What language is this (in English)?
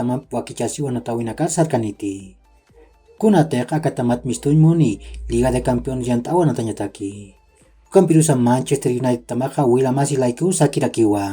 Aymara